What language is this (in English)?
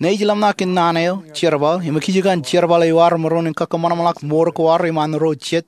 Marshallese